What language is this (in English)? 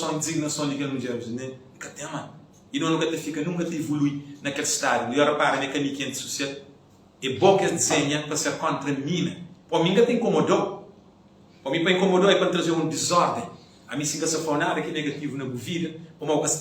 Kabuverdianu